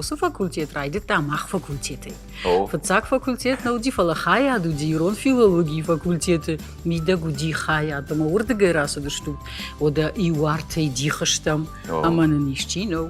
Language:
Ossetic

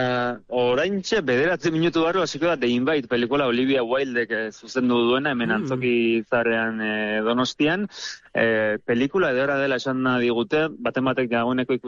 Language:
Basque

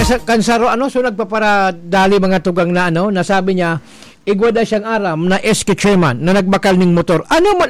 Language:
Bikol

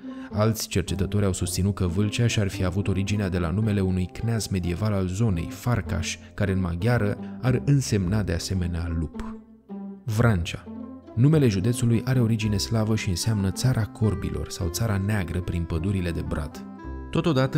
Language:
Romanian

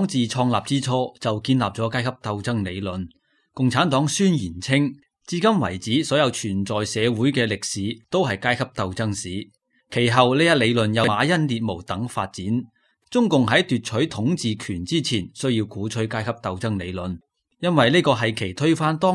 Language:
Cantonese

